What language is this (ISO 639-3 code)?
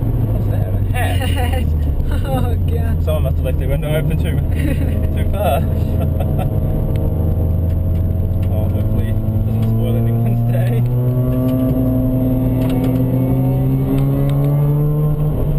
eng